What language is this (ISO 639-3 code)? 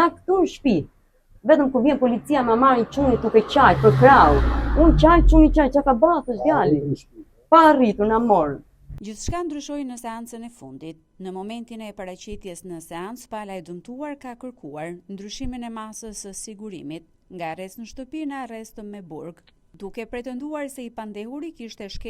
sqi